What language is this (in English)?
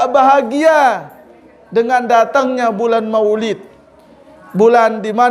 Sasak